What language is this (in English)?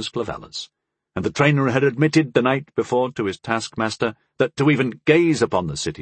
English